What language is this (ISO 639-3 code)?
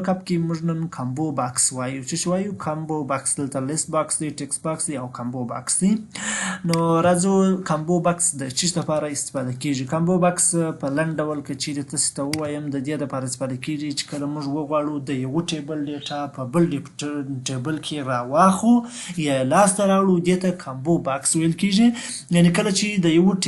pus